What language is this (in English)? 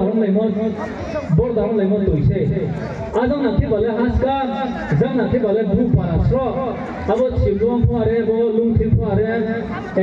Riang (India)